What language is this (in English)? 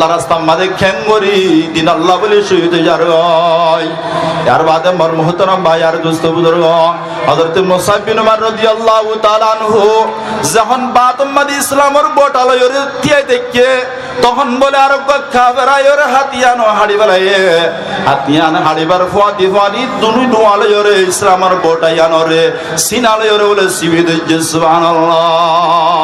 Rohingya